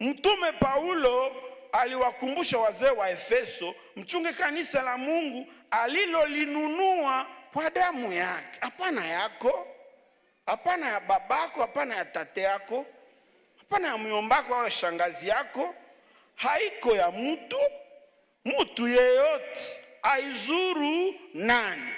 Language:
Swahili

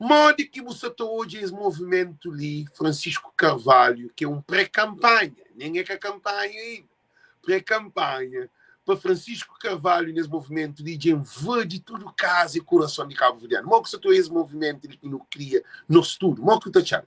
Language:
Kabuverdianu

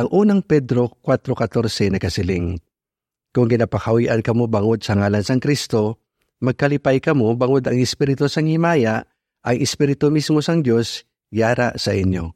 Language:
Hiligaynon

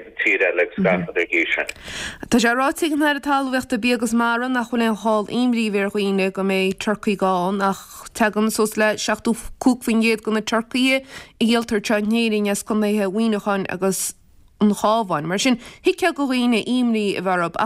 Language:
Irish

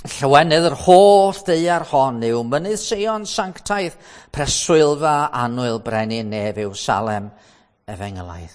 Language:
Welsh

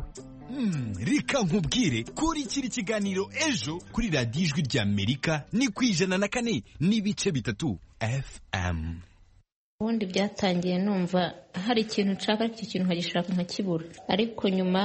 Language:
Kinyarwanda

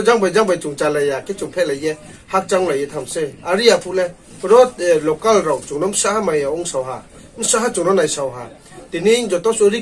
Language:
Riang (India)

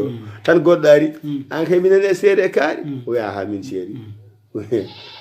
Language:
Fula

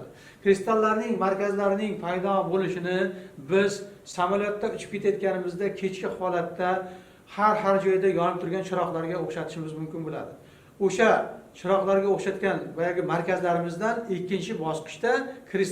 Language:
Uzbek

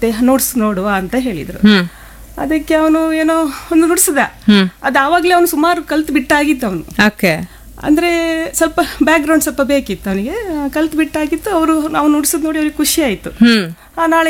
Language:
Kannada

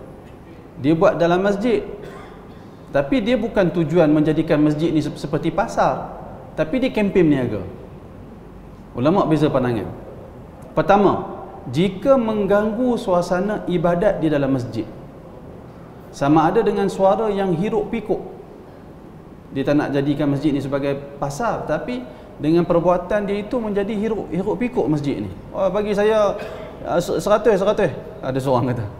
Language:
Malay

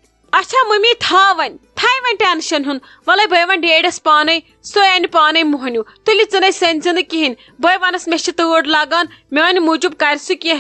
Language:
Kashmiri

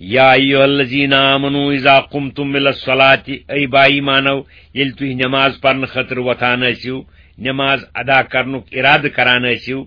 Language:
Kashmiri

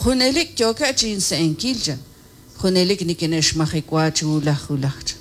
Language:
Kekchí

